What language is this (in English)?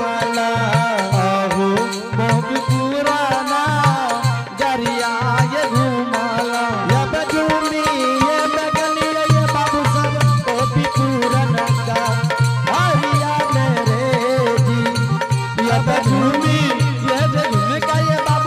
Angika